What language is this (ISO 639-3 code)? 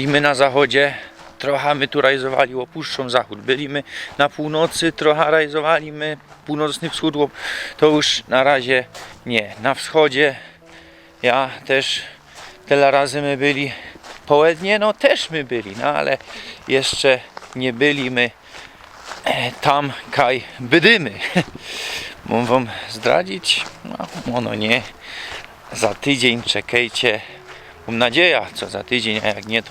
szl